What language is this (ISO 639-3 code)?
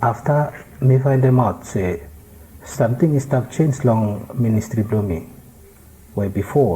bis